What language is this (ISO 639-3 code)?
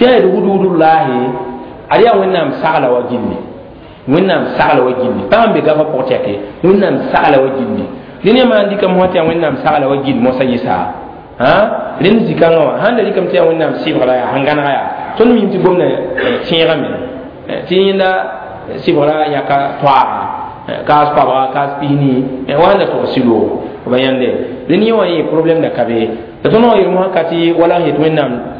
mos